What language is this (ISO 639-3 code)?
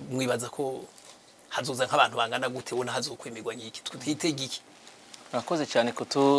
run